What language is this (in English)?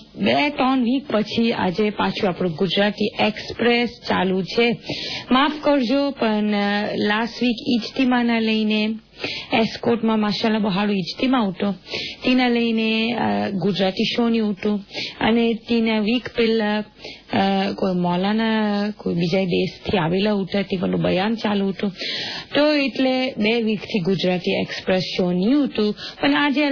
Gujarati